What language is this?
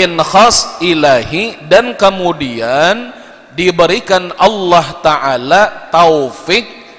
Banjar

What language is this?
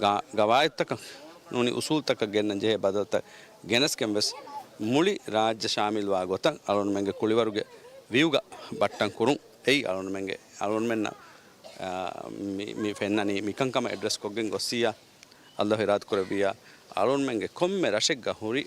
Divehi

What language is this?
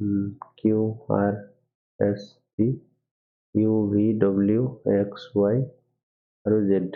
Assamese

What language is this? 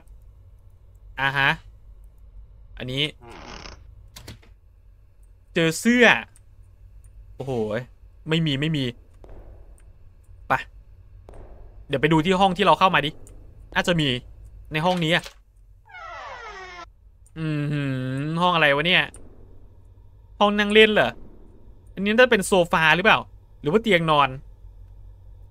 Thai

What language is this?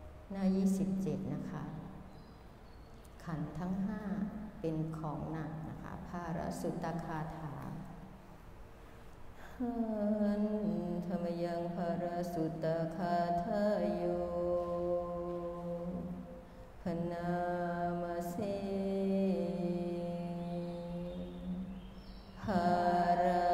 Thai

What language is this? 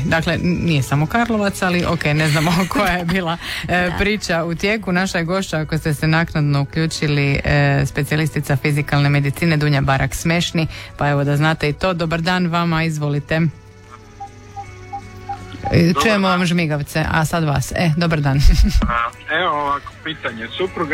Croatian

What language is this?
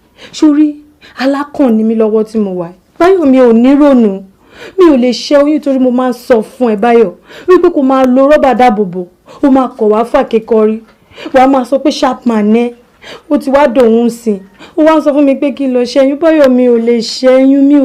Yoruba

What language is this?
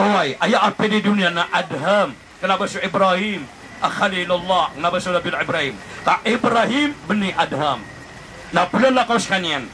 Maranao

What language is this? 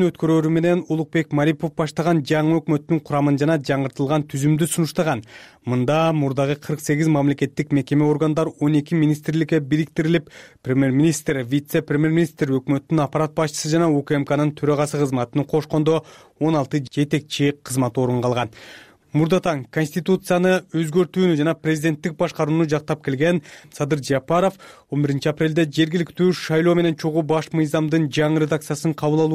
Kyrgyz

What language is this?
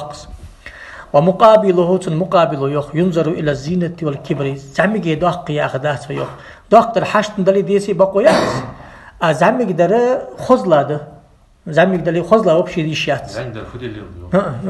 Ingush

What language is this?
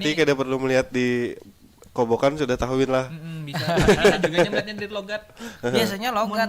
Banjar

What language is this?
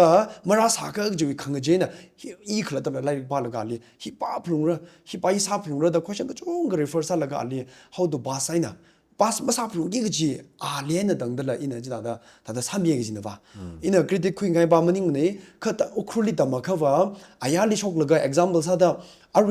Tangkhul Naga (India)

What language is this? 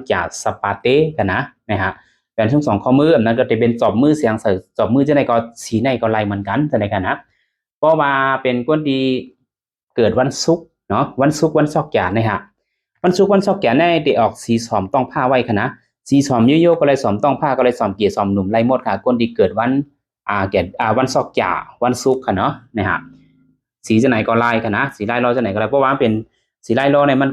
Shan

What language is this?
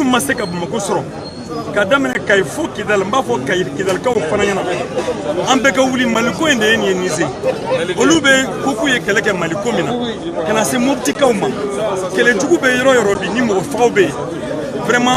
Bambara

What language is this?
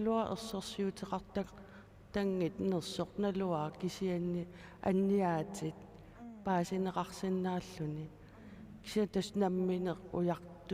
Kalaallisut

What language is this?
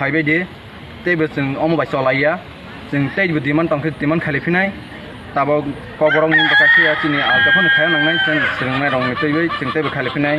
Kok Borok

